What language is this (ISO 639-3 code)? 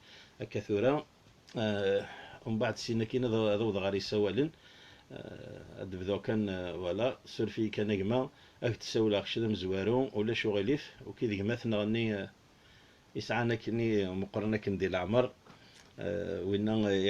kab